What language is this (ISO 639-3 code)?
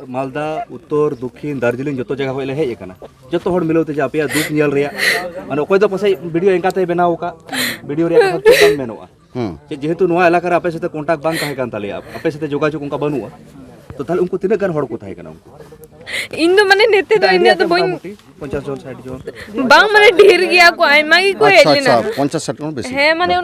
sat